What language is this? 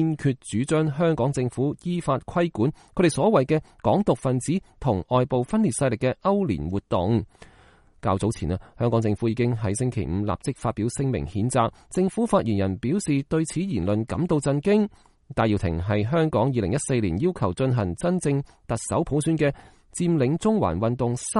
Cantonese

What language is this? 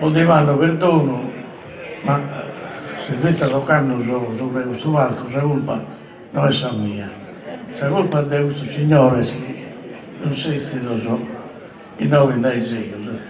Sardinian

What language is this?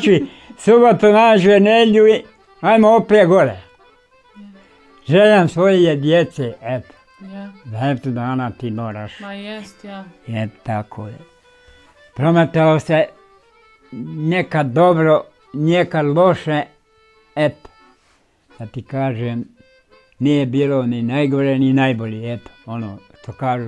Bosnian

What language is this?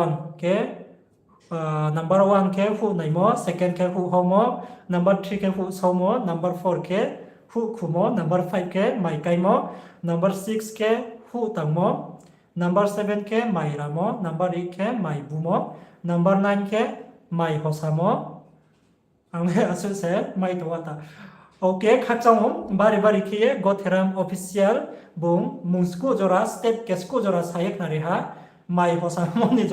Riang (India)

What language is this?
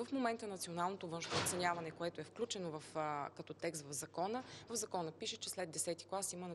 Bulgarian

